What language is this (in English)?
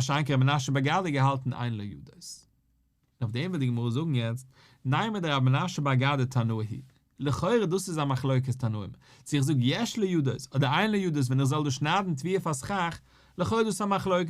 Yiddish